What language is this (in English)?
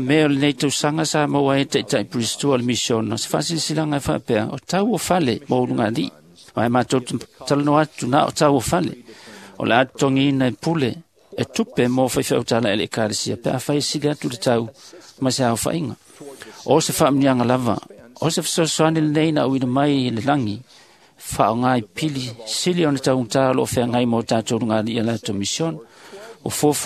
Samoan